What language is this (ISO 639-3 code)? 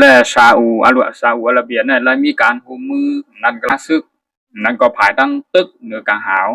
shn